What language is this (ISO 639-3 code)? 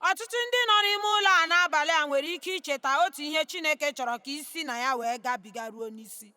ibo